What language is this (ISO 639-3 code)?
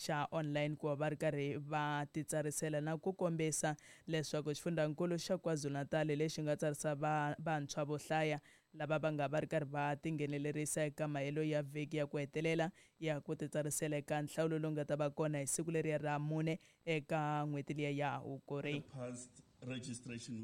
tso